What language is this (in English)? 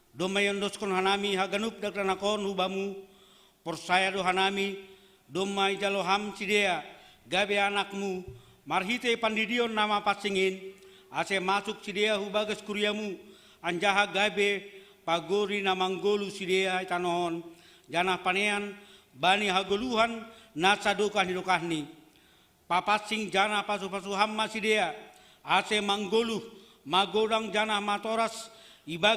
Batak Simalungun